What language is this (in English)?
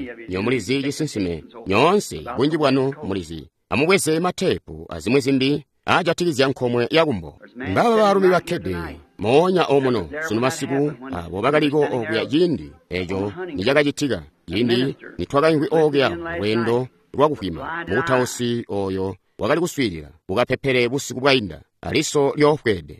Tonga (Zambia)